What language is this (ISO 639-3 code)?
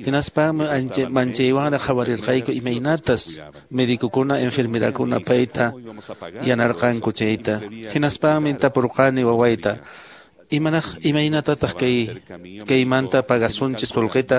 que